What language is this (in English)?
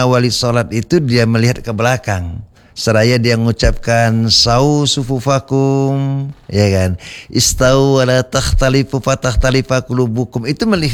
Indonesian